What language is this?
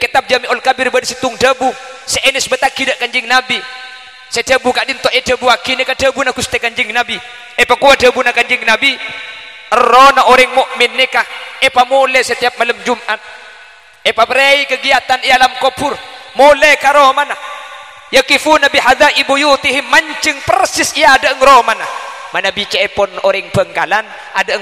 Madurese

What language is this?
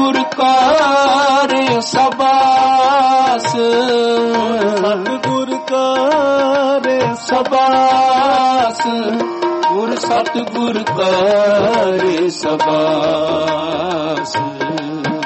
Punjabi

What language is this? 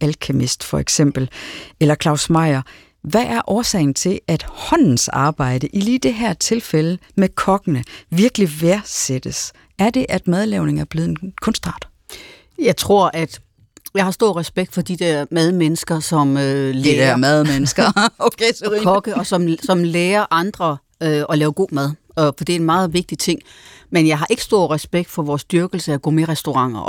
Danish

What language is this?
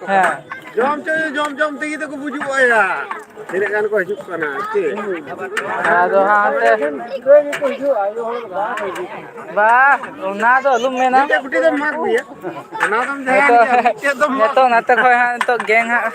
Santali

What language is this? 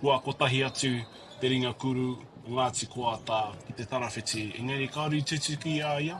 Māori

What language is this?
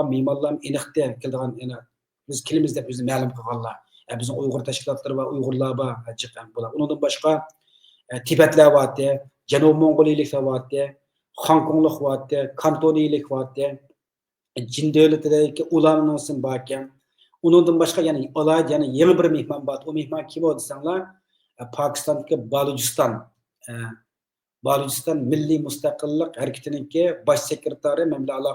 Uyghur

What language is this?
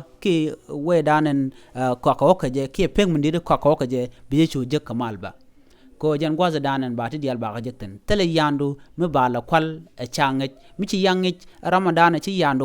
Nuer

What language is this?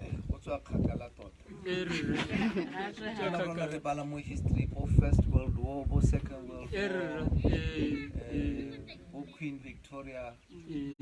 Tswana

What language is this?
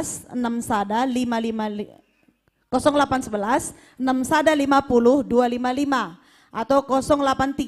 Batak Karo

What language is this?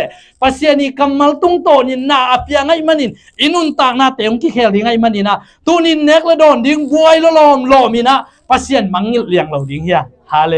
Tedim Chin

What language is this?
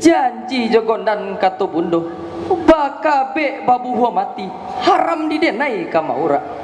Minangkabau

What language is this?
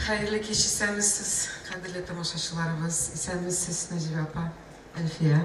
Tatar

